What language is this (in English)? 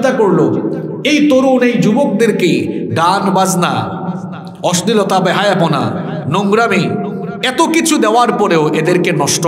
Bangla